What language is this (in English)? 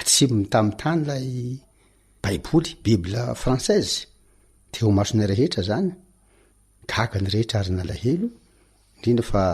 Malagasy